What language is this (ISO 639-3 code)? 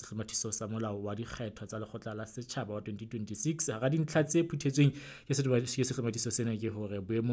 sot